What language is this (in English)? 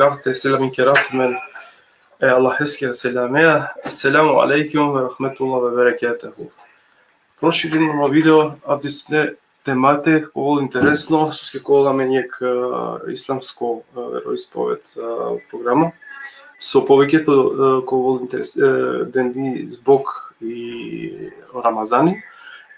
Balkan Romani